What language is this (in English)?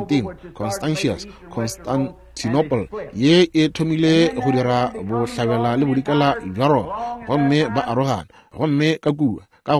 Northern Sotho